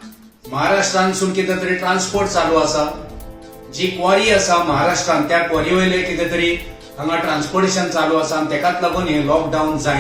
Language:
Konkani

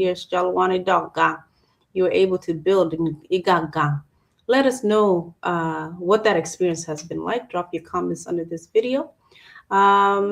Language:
Acoli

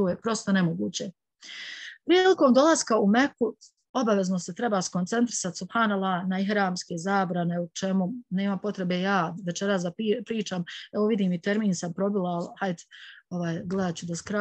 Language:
Bosnian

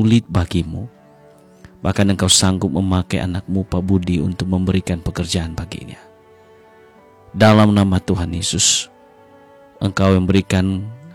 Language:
Indonesian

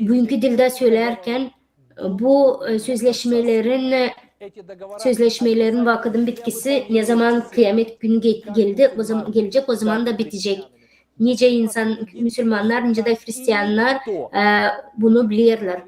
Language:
Gagauz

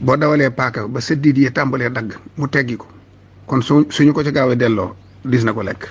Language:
Wolof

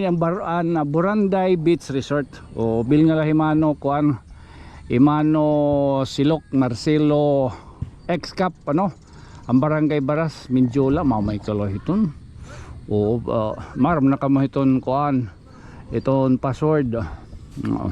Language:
Waray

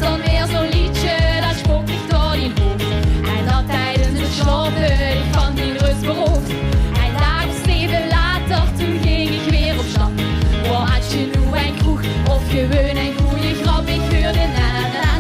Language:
Limburgish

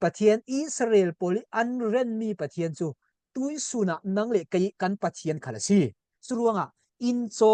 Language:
Falam Chin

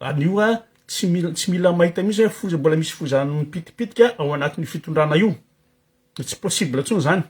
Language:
Malagasy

